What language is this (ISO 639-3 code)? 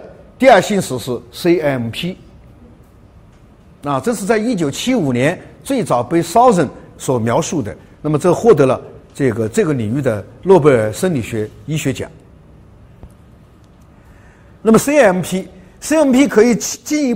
zho